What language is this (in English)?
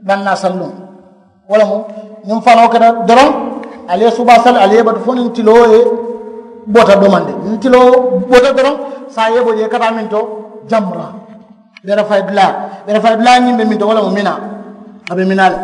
Mandingo